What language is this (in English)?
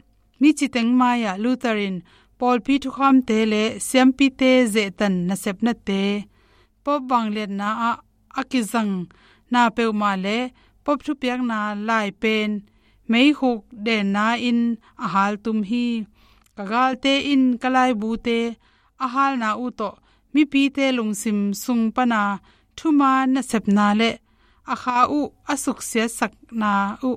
Tedim Chin